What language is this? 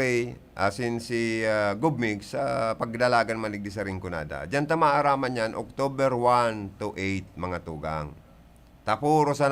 Bikol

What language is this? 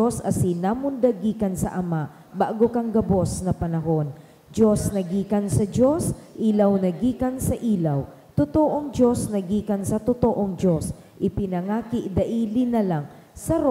Bikol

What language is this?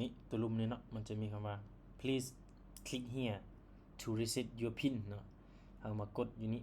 Lao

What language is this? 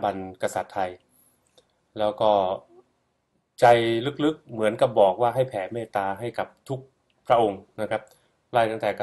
Thai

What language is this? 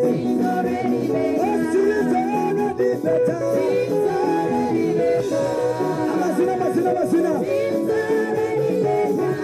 Nyankole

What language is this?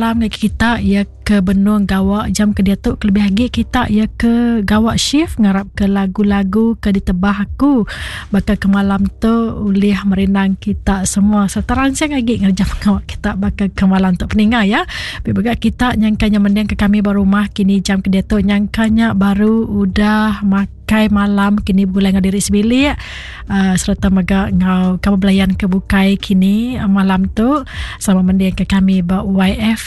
Iban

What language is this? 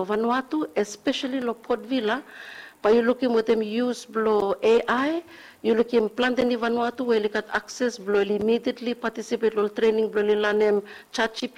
Bislama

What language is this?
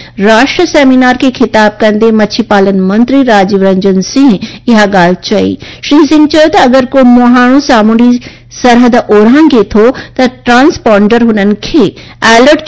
Sindhi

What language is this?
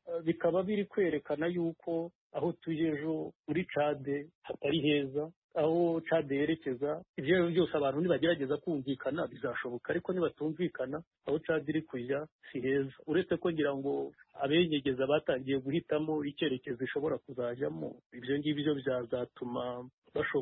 Kinyarwanda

